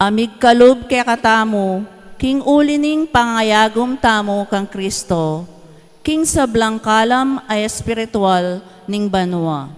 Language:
Pampanga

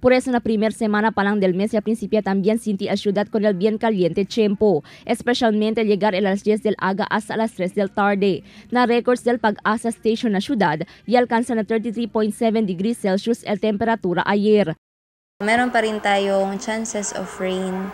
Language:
Chavacano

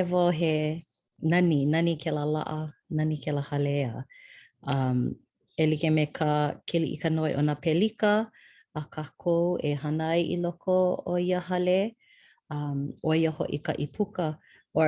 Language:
Hawaiian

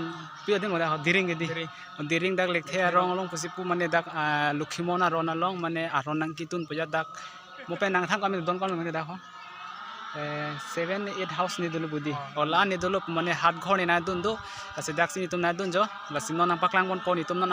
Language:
Karbi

